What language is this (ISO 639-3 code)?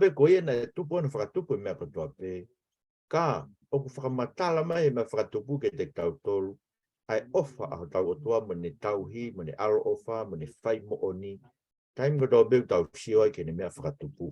ton